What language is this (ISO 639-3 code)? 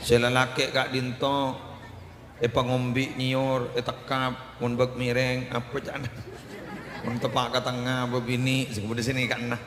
mad